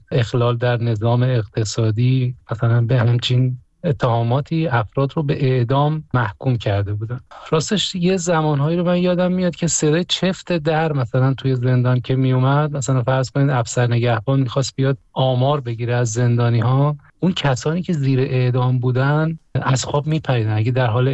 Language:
Persian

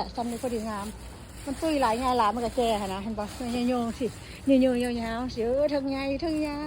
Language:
Lao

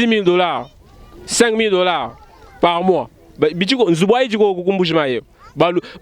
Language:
Luba-Lulua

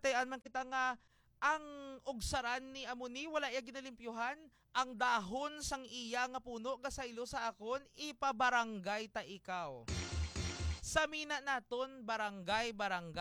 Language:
Hiligaynon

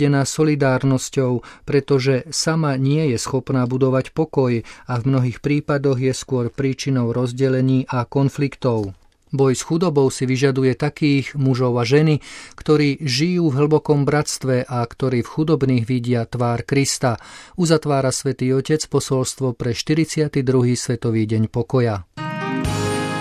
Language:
Slovak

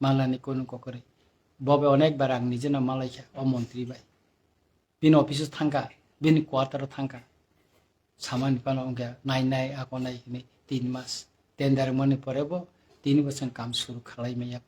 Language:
Kok Borok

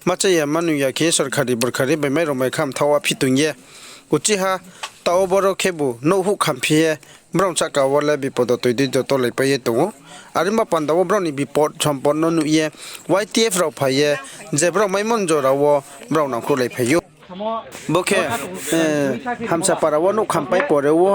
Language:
Riang (India)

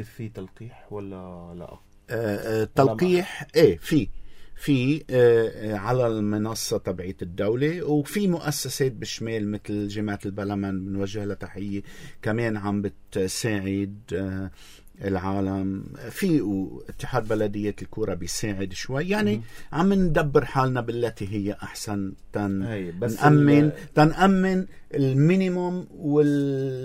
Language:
North Levantine Arabic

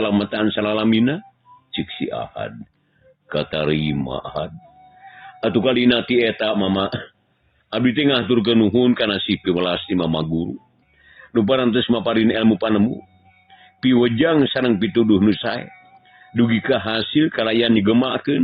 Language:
Sundanese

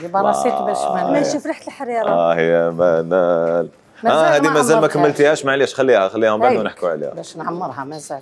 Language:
Algerian Arabic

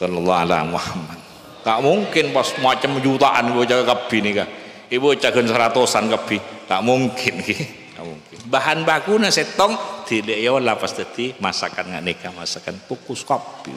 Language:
Madurese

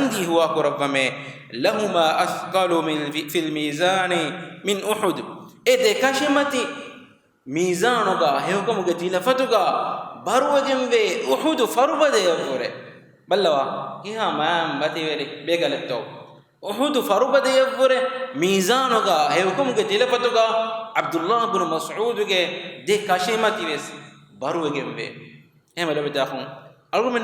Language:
Divehi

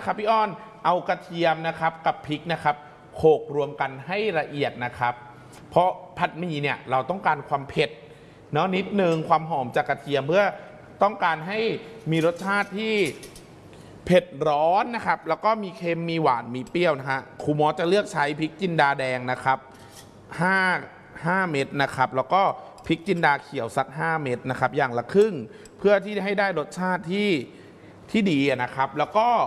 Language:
Thai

